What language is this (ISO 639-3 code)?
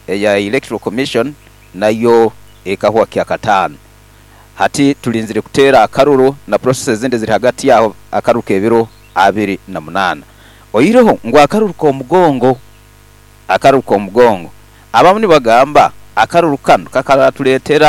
nyo